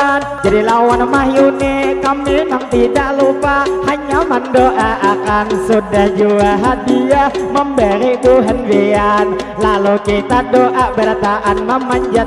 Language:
Banjar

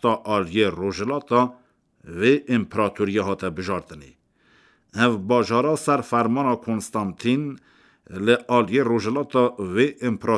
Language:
Kurdish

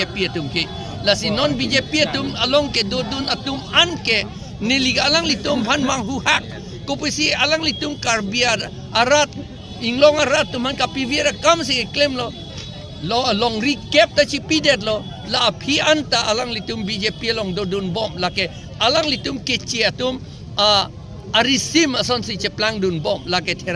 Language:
Karbi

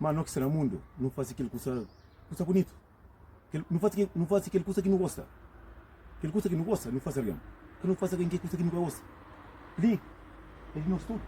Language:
Kabuverdianu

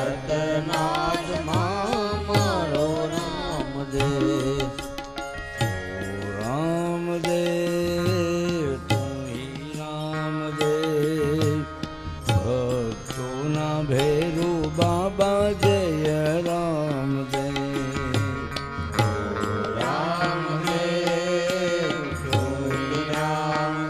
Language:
Gujarati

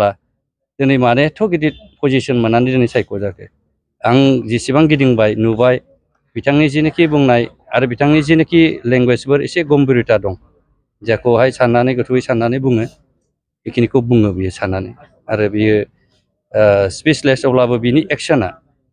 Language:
Bodo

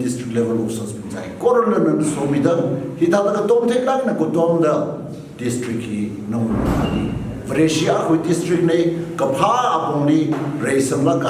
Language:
Tangkhul Naga (India)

